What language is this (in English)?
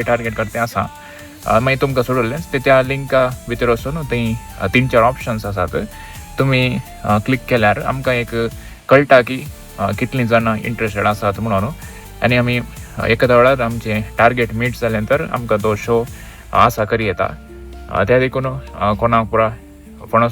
Konkani